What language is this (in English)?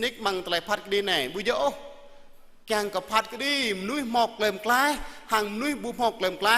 Jarai